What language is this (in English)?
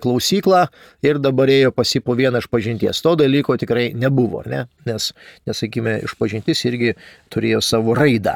Lithuanian